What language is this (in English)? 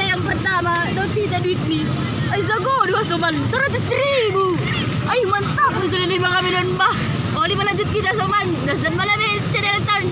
Batak Simalungun